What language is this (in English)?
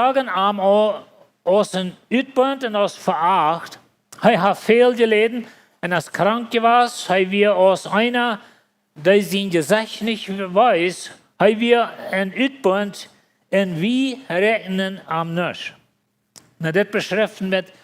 Plautdietsch